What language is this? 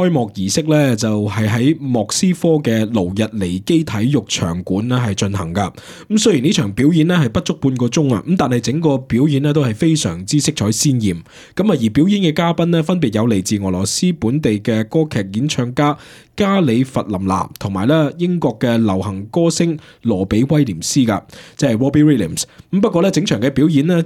Cantonese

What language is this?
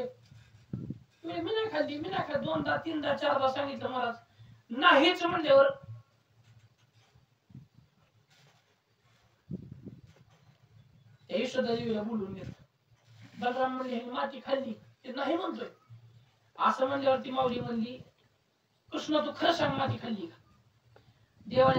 Marathi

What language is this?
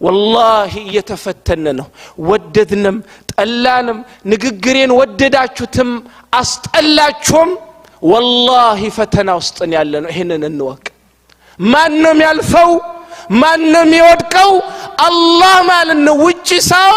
Amharic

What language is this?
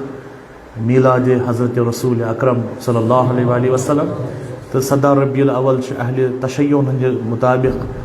Kashmiri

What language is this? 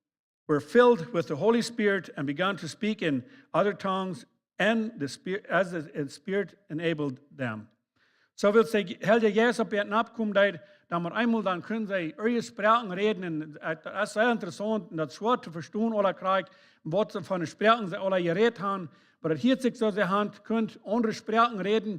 Plautdietsch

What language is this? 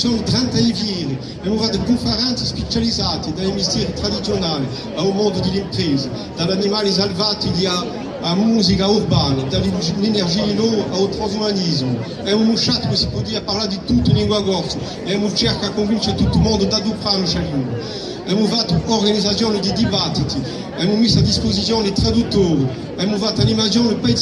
Corsican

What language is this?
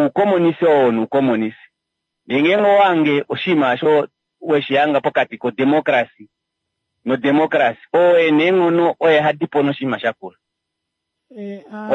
Kuanyama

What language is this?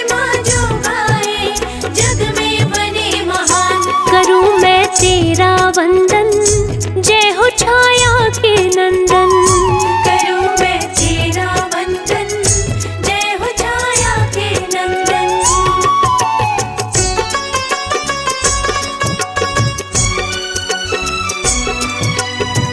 Hindi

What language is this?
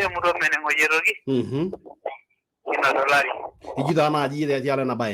Masai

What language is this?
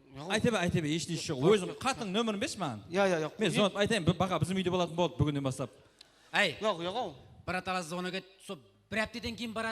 Kara-Kalpak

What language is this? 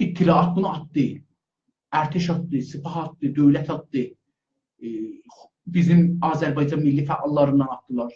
South Azerbaijani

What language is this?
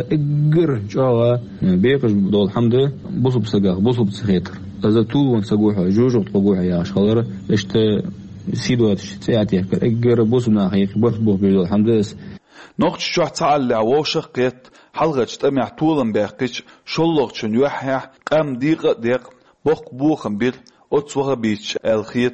Chechen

